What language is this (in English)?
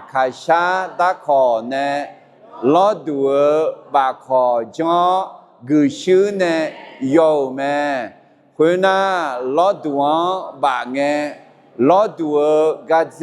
Akha